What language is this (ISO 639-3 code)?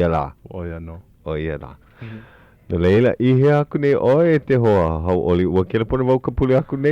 haw